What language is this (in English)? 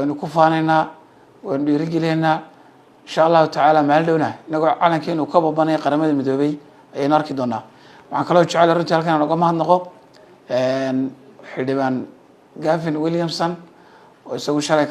Somali